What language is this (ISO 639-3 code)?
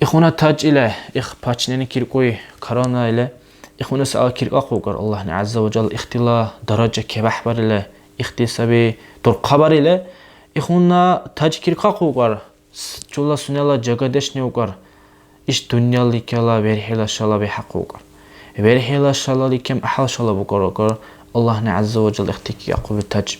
dar